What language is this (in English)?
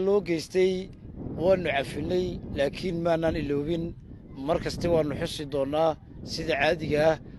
Somali